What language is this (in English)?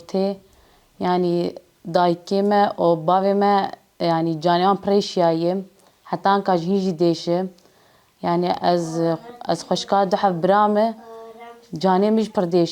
Kurdish